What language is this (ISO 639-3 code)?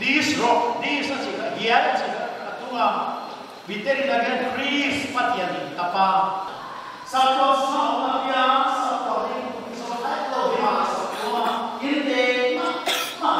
pck